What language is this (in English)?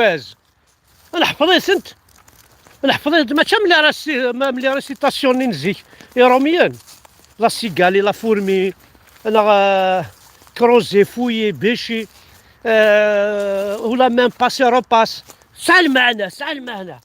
Kabyle